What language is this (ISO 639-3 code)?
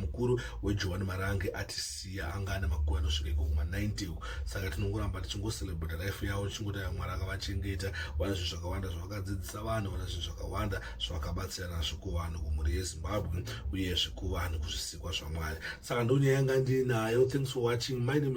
sna